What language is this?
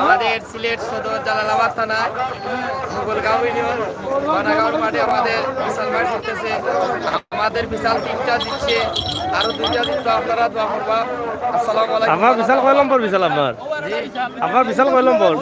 Sylheti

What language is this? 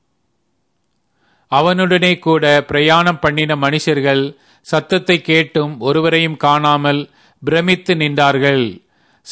Tamil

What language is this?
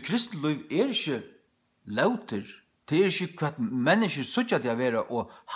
Faroese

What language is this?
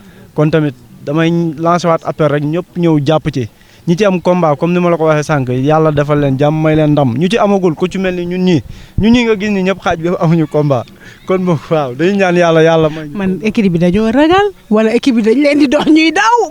Wolof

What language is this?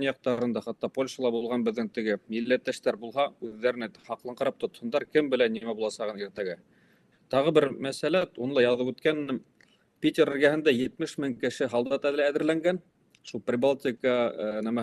Bashkir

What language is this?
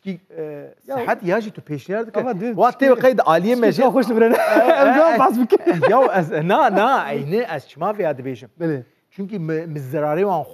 Kurdish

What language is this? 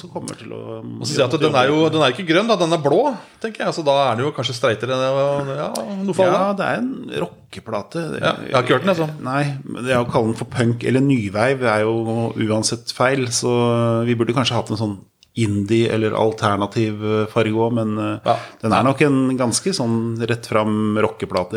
Norwegian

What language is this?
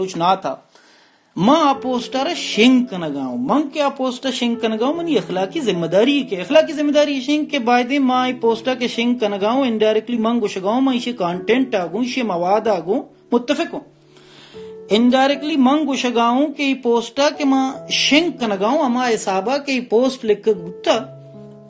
Baluchi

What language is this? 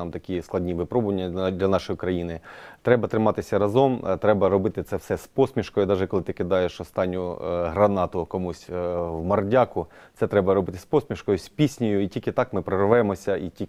Ukrainian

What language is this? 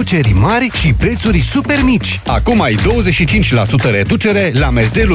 Romanian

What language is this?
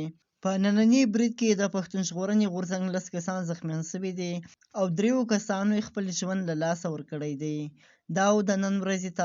Pashto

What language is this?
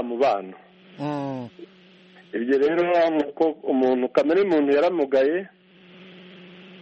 Kinyarwanda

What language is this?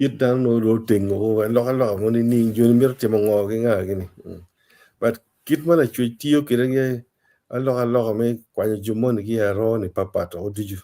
Acoli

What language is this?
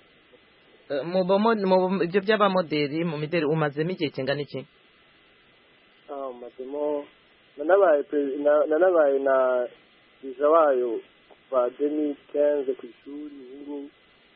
Kinyarwanda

